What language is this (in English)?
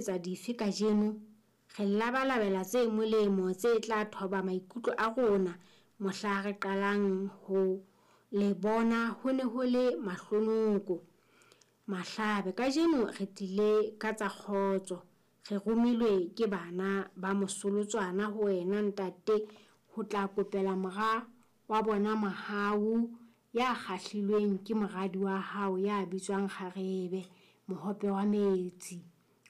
Southern Sotho